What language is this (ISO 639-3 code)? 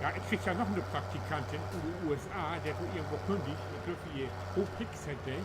nds